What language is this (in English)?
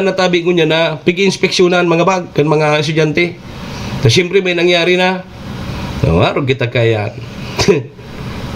Bikol